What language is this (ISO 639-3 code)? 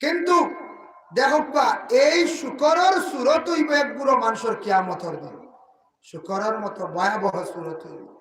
syl